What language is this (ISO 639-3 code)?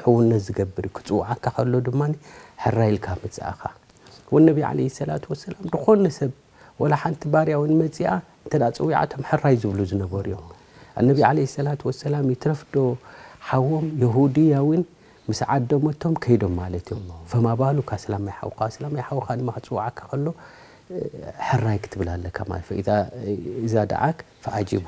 tir